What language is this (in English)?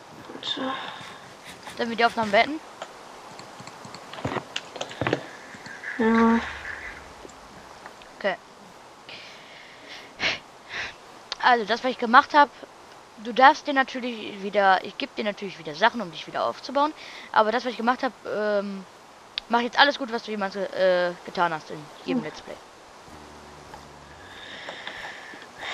German